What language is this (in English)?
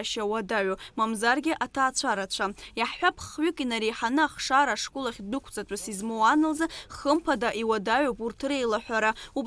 Abkhazian